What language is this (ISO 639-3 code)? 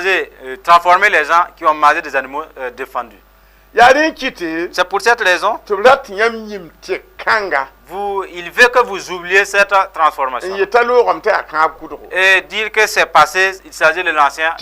mos